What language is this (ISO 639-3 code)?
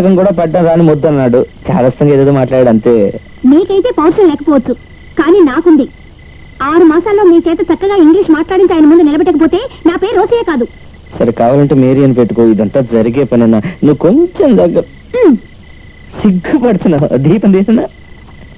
tel